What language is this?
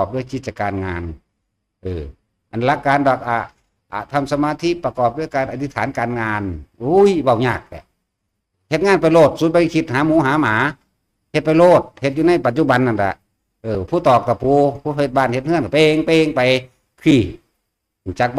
Northeastern Thai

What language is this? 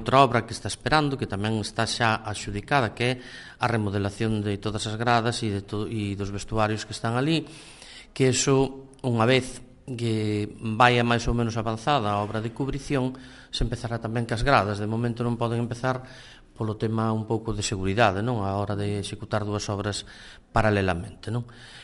Galician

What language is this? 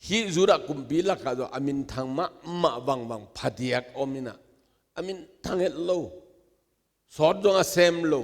Tedim Chin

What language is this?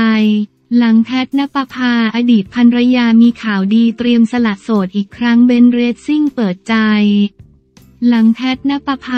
Thai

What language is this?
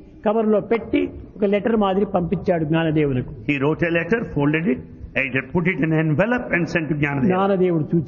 Telugu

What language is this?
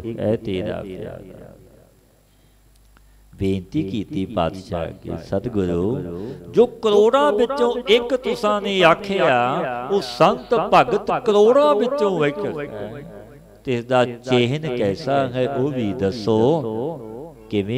Punjabi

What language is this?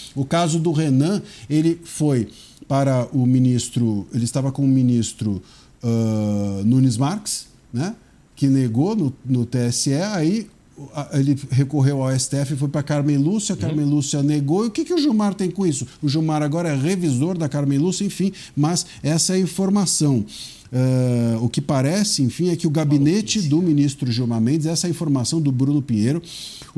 Portuguese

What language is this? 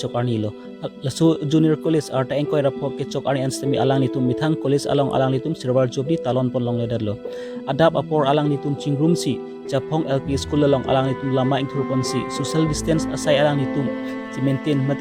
Karbi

